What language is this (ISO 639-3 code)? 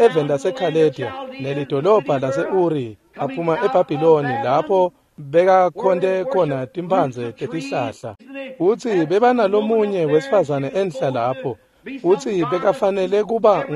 ssw